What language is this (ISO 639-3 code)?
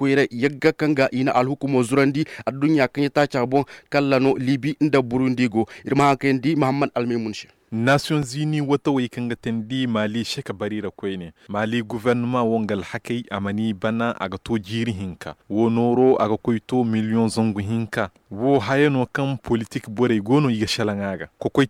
dje